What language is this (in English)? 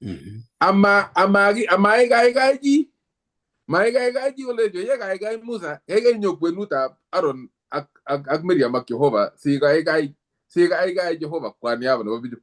Kalenjin